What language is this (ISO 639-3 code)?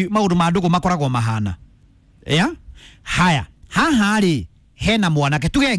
kik